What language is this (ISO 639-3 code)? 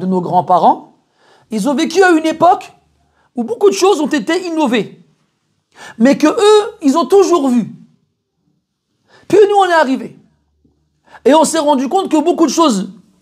fra